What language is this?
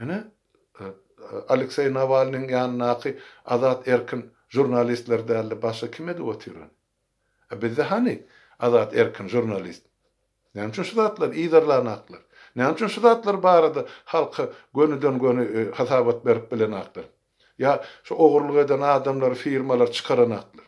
Turkmen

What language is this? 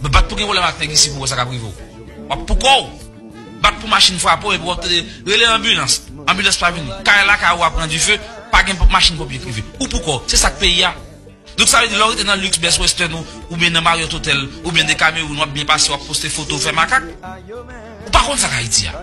Haitian Creole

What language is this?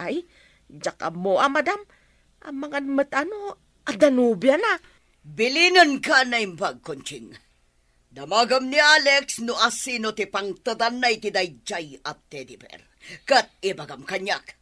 Iloko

